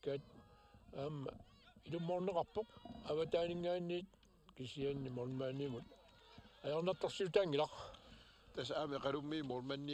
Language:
Kalaallisut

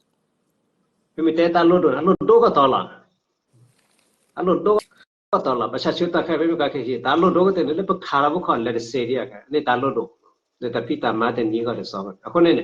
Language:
S'gaw Karen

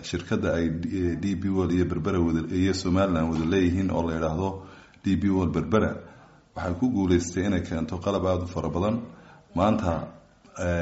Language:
Somali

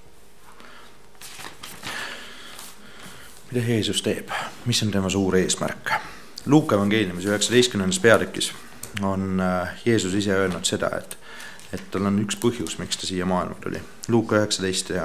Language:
Estonian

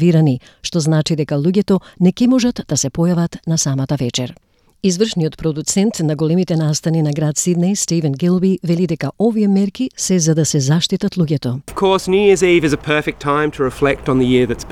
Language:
Macedonian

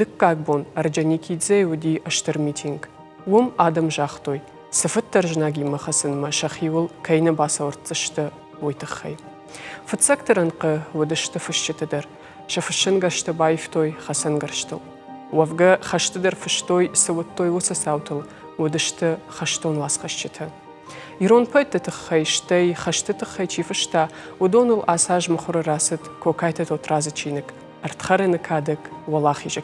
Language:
Ossetic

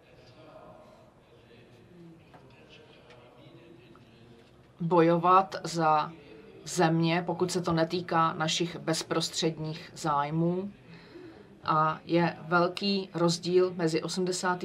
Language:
Czech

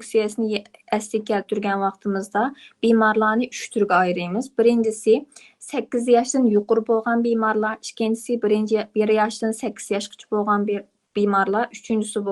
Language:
Uyghur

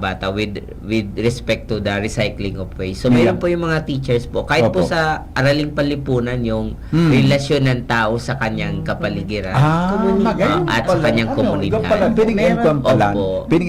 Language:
Bikol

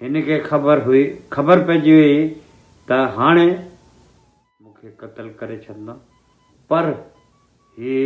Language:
Sindhi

